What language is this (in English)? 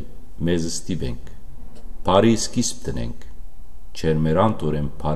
Western Armenian